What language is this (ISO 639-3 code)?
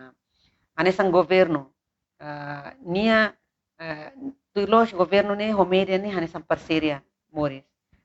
tet